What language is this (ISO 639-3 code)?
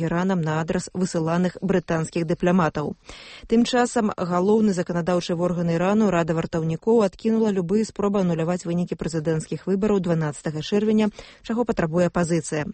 bel